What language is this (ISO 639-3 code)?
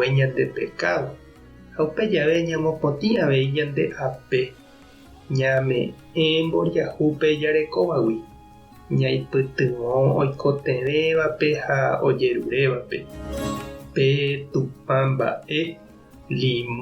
grn